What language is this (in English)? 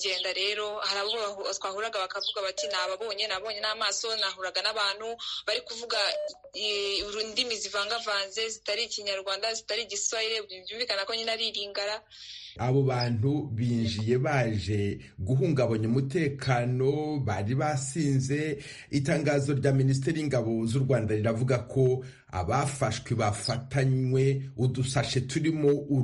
Kinyarwanda